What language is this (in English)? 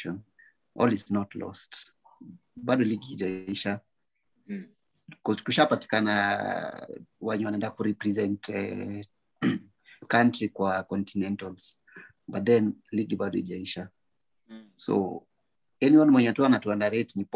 Swahili